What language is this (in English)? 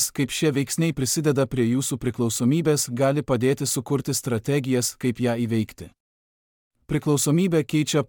Lithuanian